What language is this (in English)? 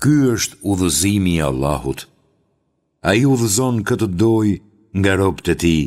Albanian